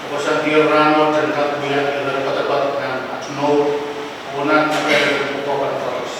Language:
Pohnpeian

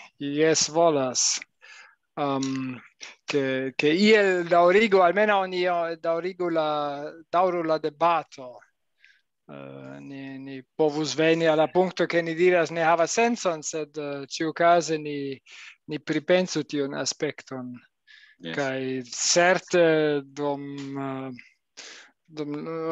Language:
Esperanto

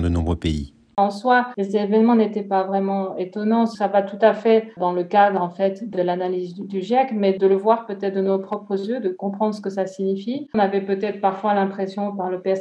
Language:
French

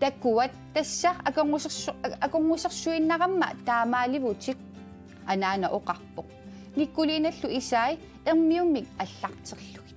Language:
Kalaallisut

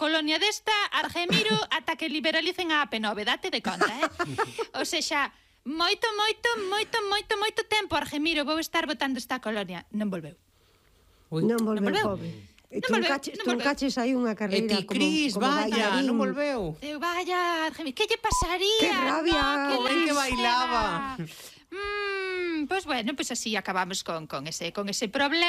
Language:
Galician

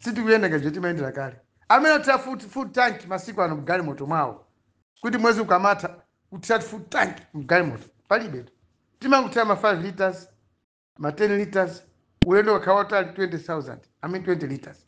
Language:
Nyanja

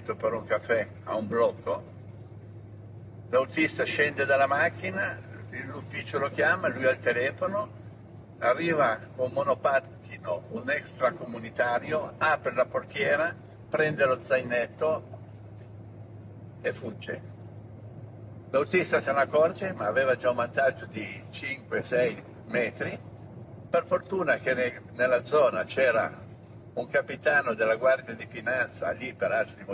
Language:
Italian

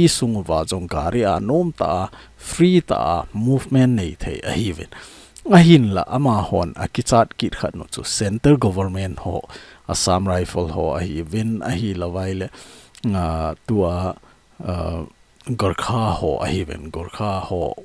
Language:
Thado Chin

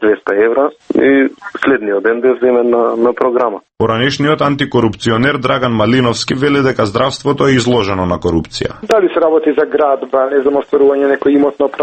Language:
Macedonian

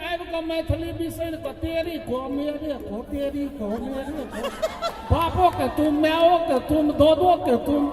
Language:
Maithili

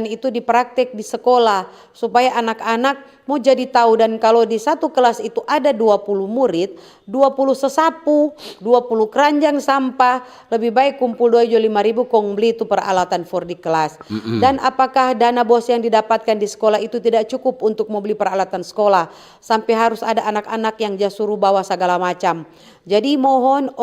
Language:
Manado Malay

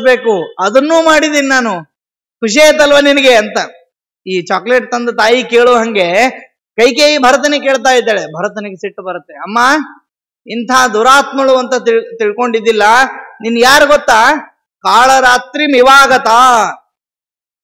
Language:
Kannada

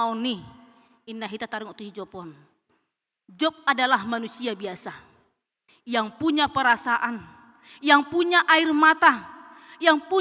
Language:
Batak Toba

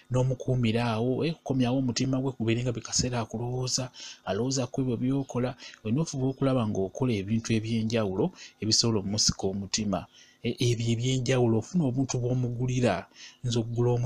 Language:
Ganda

